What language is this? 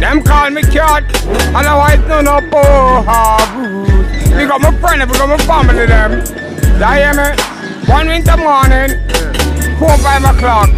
Jamaican Creole English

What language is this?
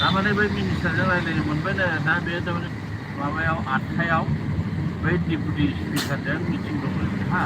Bodo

